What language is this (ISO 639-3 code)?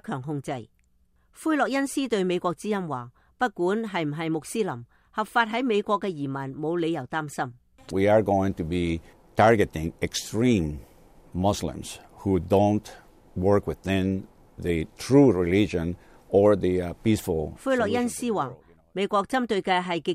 yue